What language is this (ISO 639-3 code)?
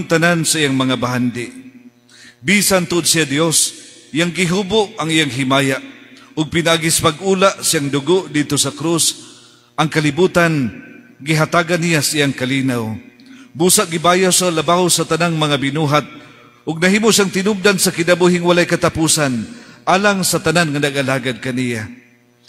ceb